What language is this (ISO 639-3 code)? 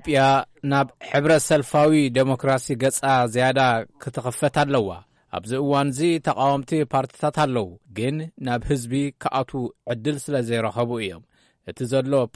tir